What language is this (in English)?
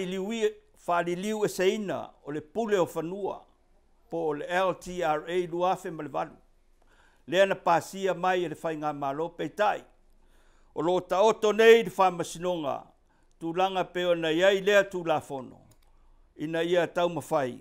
Samoan